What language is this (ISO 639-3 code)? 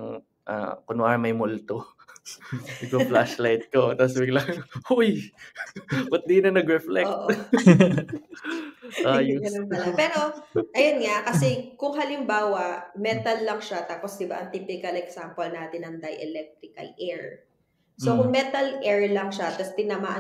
fil